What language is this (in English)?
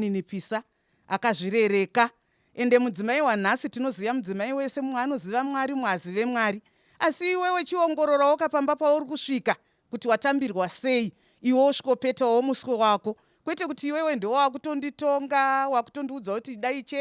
Shona